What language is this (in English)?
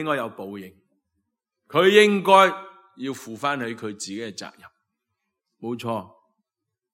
Cantonese